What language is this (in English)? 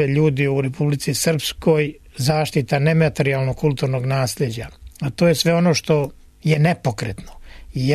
Serbian